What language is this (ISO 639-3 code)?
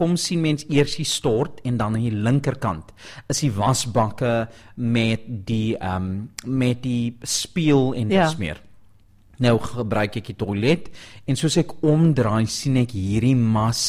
afr